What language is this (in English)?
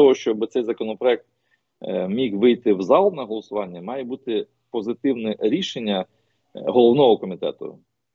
Ukrainian